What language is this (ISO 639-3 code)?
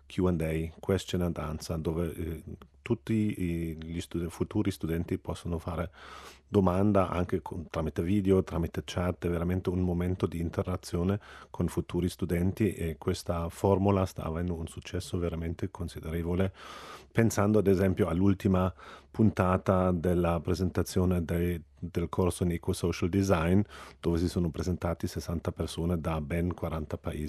ita